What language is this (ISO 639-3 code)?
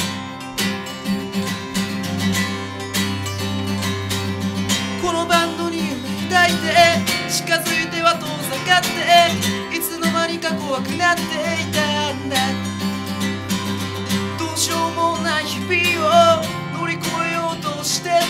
jpn